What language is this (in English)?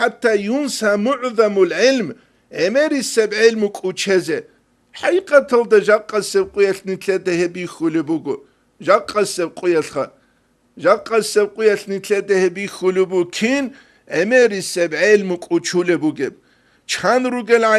Avaric